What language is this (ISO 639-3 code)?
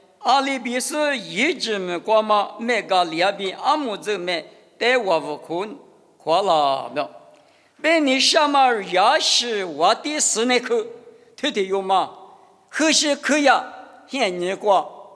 lis